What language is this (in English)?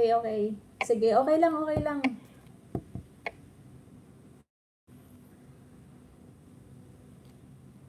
Filipino